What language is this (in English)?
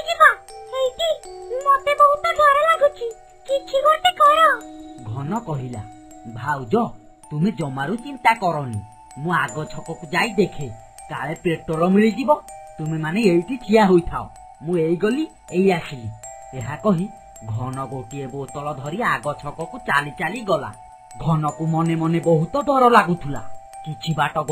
Odia